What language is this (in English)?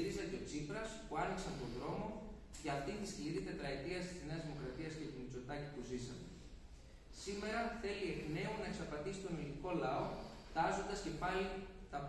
Greek